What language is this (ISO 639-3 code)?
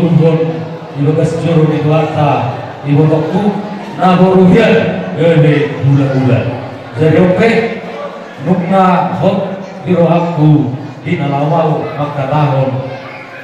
bbc